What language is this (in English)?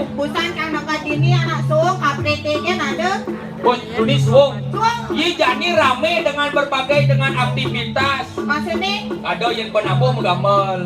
Balinese